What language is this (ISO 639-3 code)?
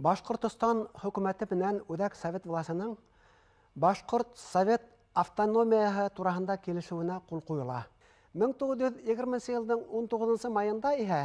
bak